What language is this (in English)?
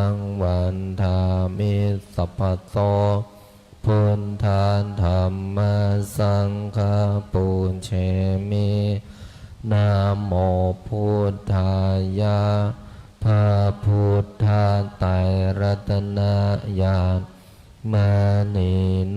Pali